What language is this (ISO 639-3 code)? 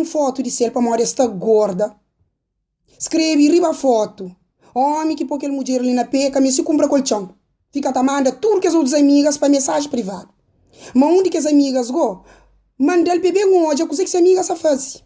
kea